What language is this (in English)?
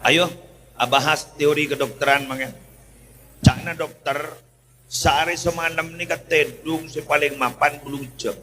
Madurese